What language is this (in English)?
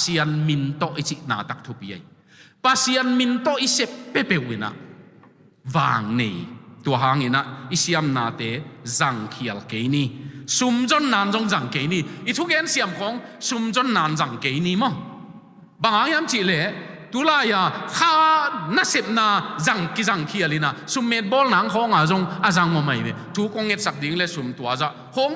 Tedim Chin